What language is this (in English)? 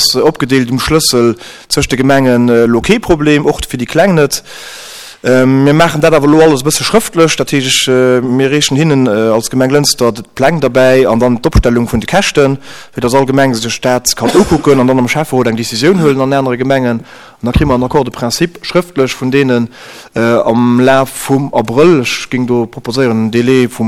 Luxembourgish